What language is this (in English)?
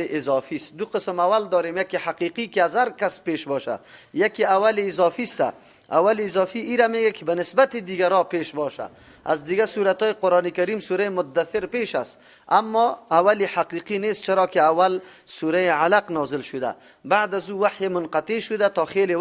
Persian